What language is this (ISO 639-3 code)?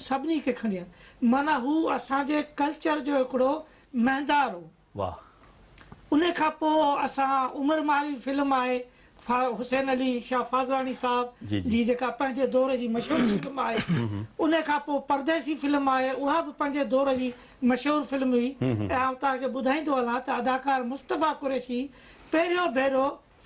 snd